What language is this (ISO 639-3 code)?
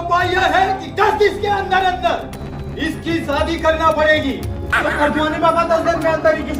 raj